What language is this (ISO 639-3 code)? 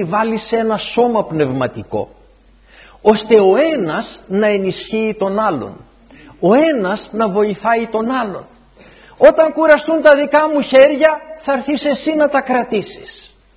ell